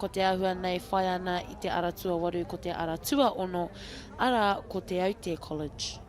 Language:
Māori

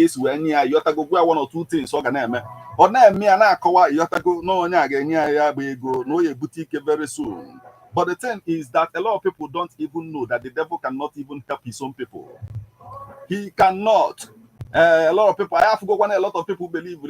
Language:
Igbo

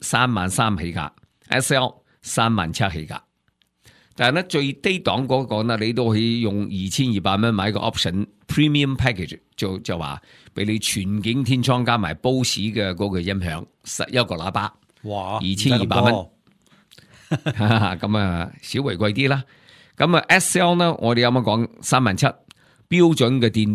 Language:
Cantonese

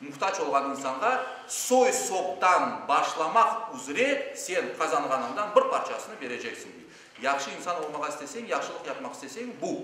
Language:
Crimean Tatar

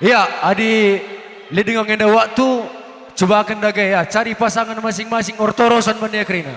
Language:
Batak Karo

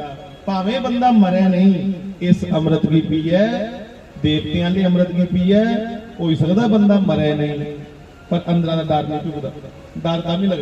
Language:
Dogri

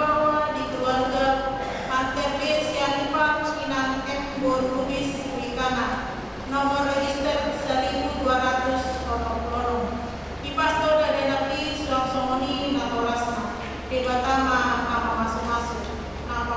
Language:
Batak Toba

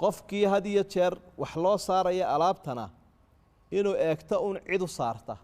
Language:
Somali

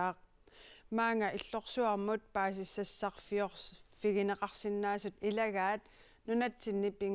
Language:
Kalaallisut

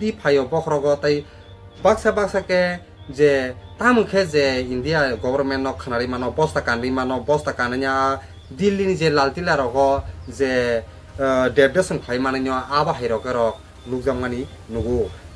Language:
Kok Borok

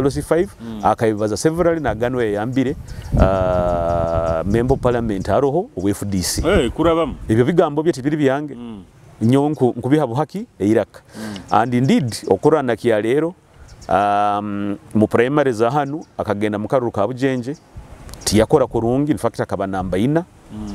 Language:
Nyoro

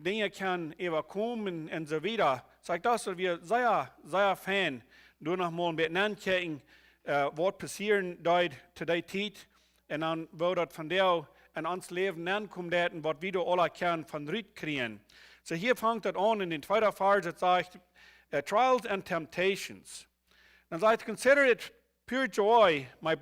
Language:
Plautdietsch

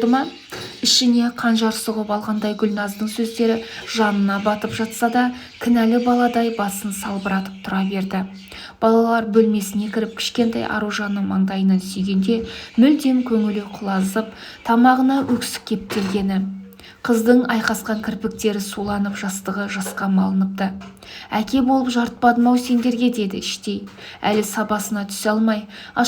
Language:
Kazakh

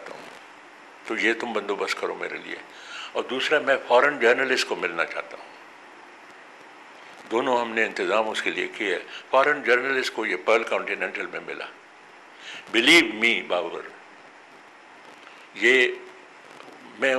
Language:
Urdu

